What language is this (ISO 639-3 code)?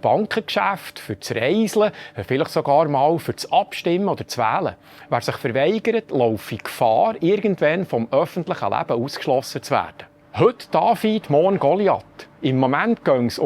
gsw